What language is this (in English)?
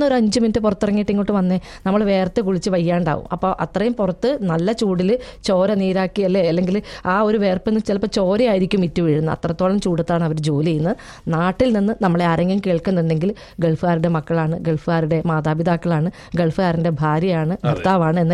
Malayalam